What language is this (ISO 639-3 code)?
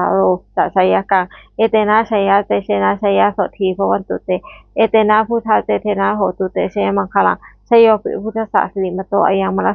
pli